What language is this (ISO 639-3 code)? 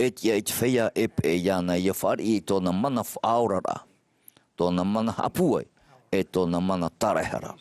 tah